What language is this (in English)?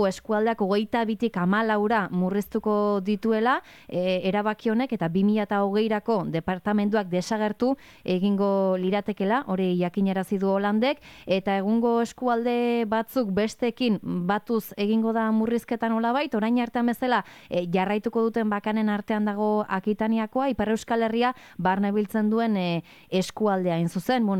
Basque